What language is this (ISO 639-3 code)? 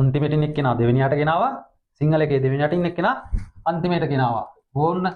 sin